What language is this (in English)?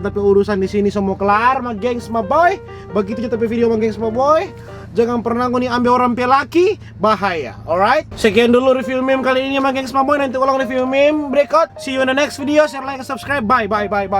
Manado Malay